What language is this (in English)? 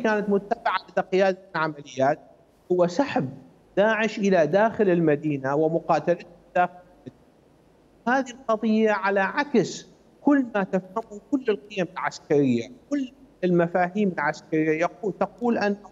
Mesopotamian Arabic